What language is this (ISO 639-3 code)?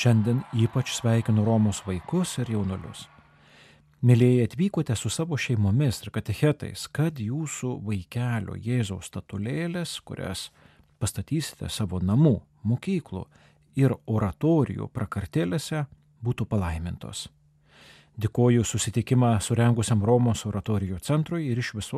lit